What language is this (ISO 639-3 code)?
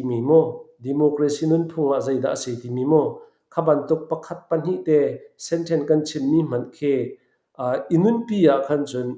cfm